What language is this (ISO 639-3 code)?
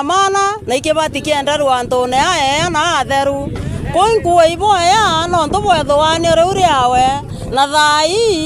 mer